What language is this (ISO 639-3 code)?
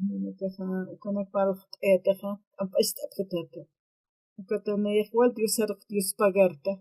aym